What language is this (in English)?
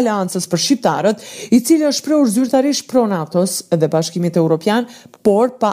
Albanian